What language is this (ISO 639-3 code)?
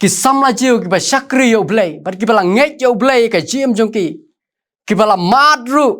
kha